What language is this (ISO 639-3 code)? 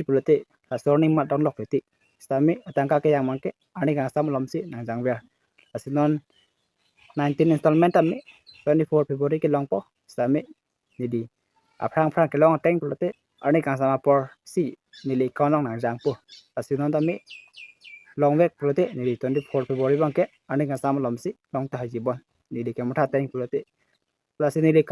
mjw